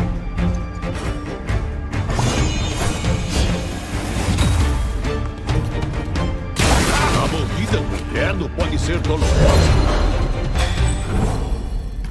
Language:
Portuguese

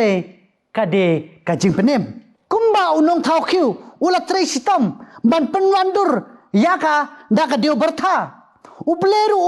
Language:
Khasi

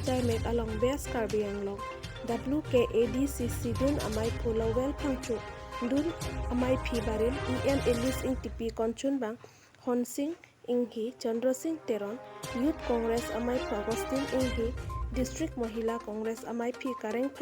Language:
Karbi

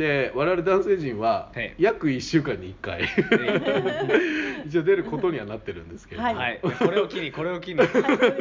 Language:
Japanese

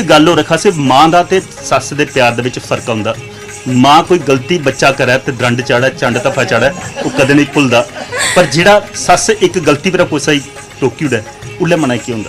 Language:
Dogri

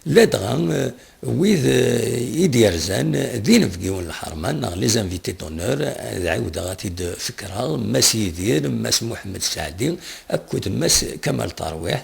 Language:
Kabyle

